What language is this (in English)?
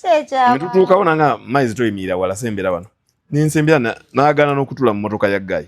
Ganda